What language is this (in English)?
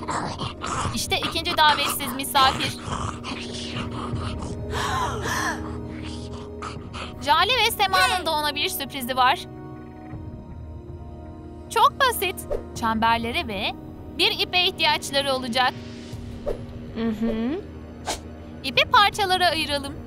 Turkish